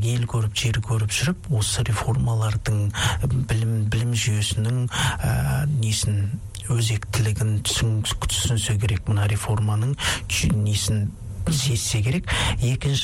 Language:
Kazakh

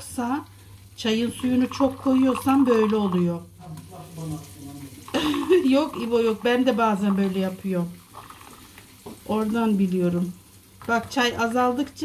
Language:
Turkish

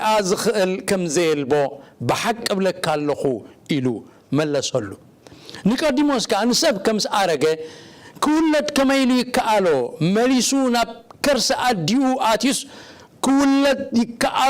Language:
Tigrinya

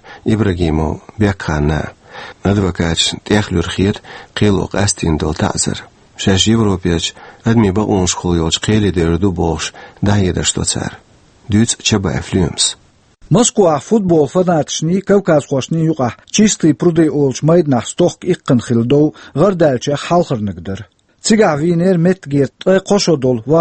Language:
Chechen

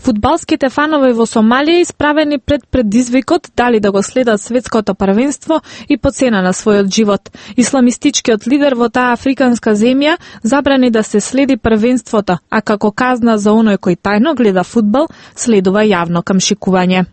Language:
Macedonian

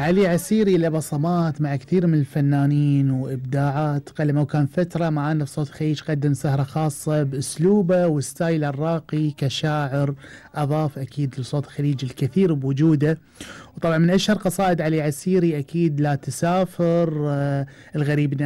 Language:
Gulf Arabic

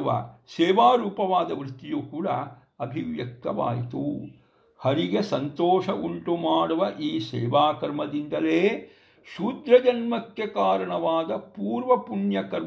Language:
Kannada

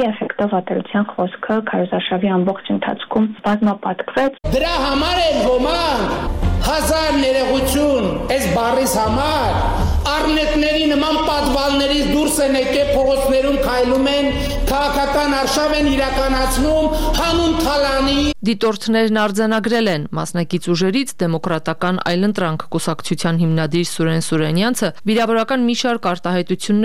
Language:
Armenian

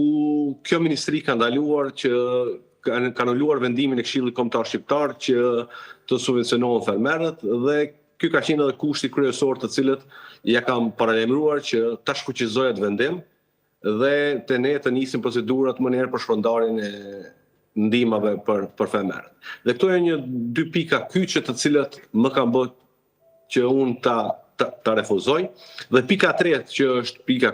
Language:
Albanian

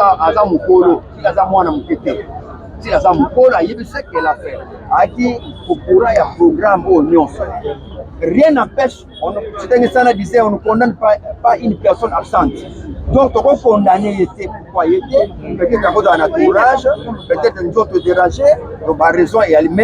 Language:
Lingala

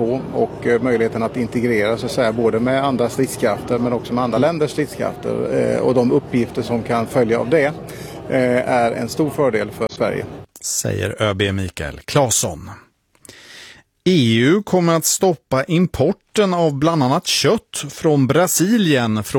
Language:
Swedish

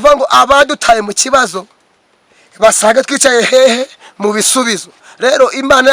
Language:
Kinyarwanda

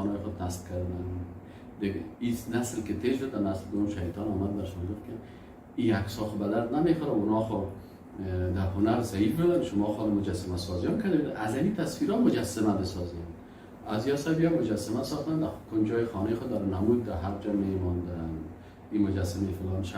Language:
Persian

